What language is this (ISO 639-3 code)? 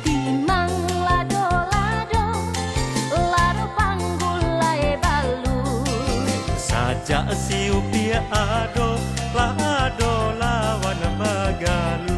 min